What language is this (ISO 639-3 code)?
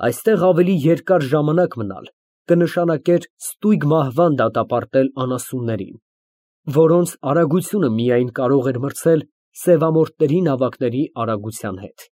hye